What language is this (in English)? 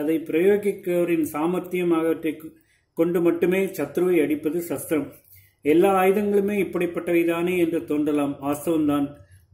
Tamil